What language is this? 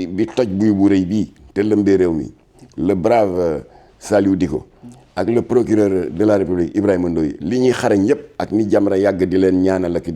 Wolof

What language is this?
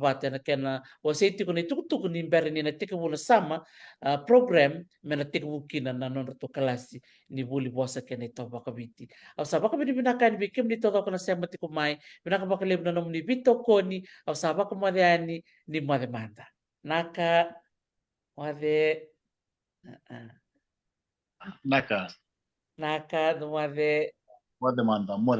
Fijian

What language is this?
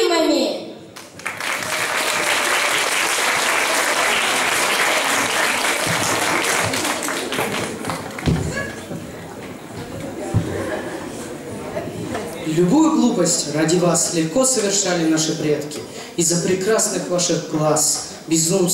Russian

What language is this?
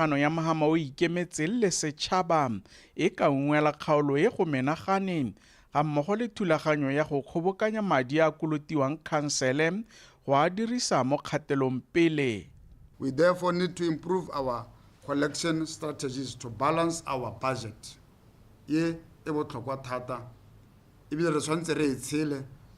Tswana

